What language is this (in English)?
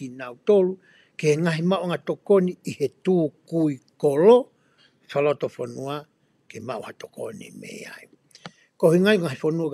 Tongan